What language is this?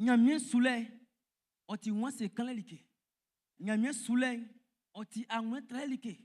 Baoulé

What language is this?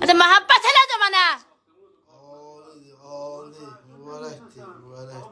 South Azerbaijani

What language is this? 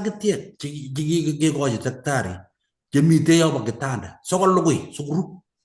Kalenjin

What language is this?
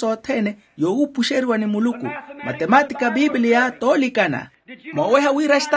Makhuwa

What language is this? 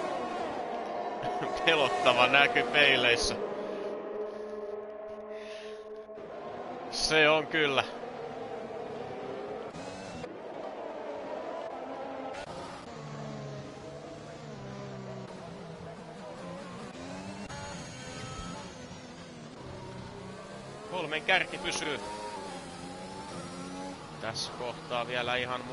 Finnish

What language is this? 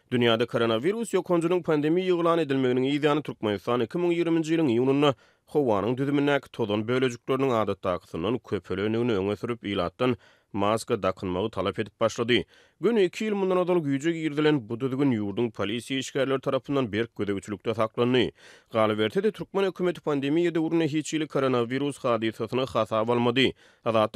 Turkmen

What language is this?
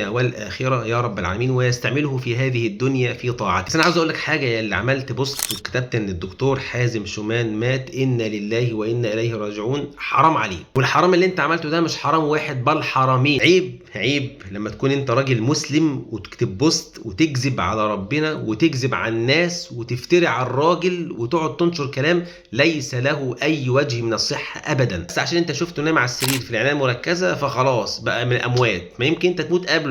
Egyptian Arabic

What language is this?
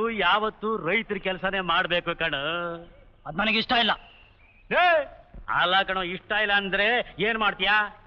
Kannada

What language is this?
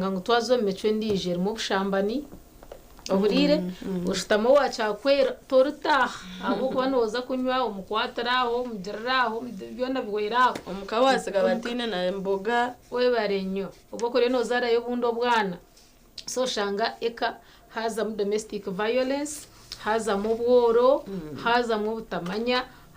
Nyankole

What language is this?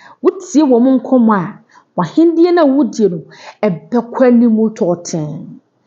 Akan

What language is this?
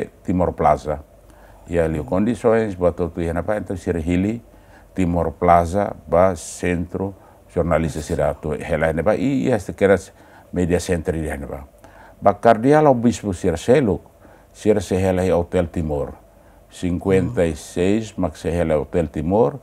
Tetum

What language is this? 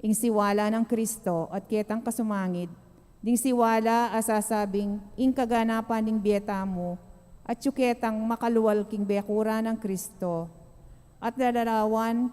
Pampanga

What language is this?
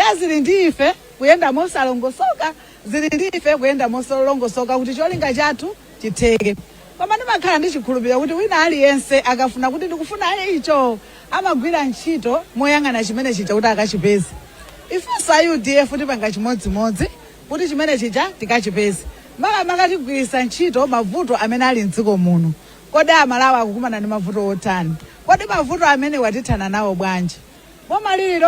Nyanja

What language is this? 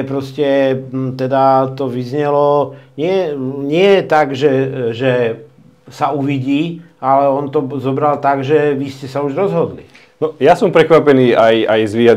Slovak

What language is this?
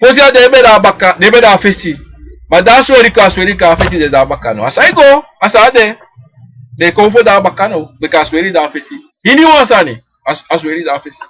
Sranan Tongo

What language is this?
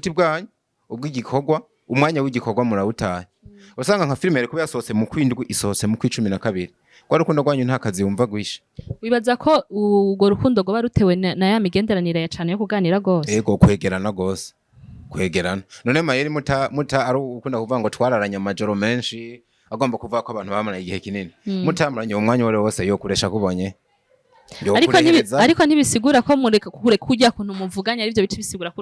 Rundi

